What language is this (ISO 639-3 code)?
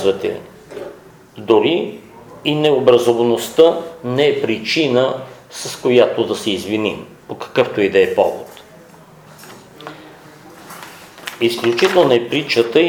bul